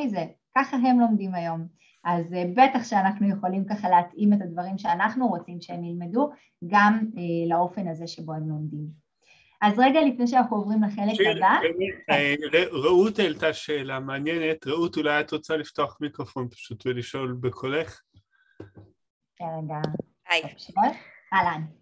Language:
Hebrew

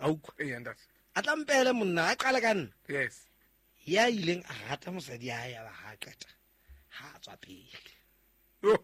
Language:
Southern Sotho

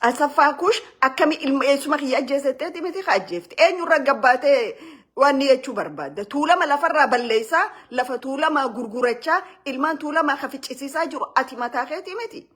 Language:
Oromo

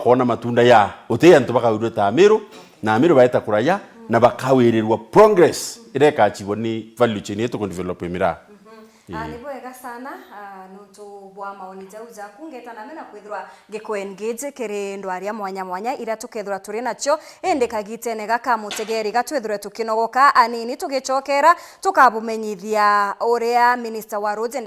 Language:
Meru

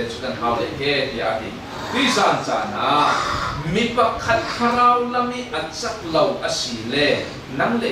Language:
Falam Chin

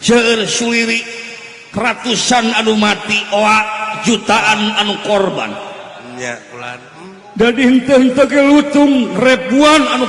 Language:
Sundanese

